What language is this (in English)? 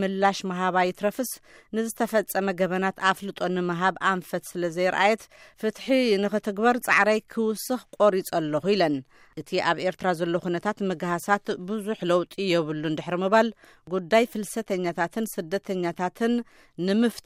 Tigrinya